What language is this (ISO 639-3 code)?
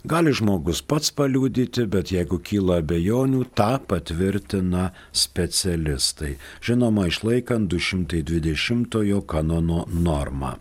lit